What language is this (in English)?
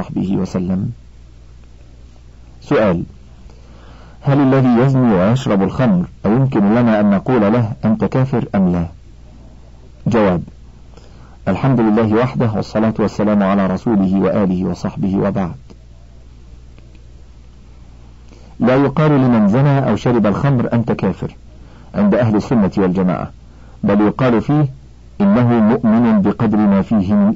Arabic